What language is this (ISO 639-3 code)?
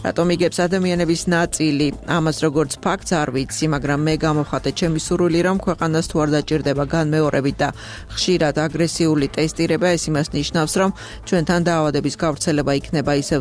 kat